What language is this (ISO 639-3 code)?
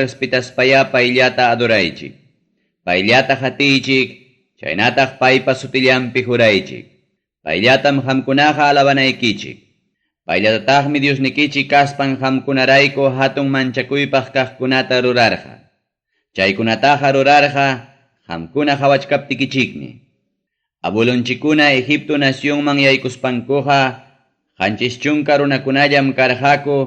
quy